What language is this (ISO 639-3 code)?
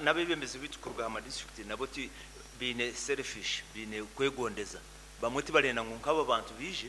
nyn